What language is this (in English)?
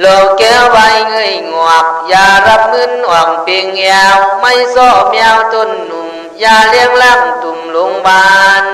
Khün